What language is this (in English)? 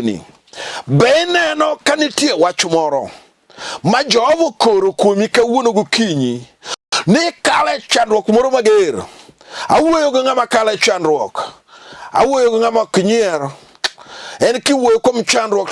Luo (Kenya and Tanzania)